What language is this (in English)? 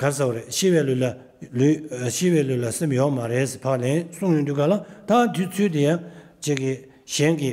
Tibetan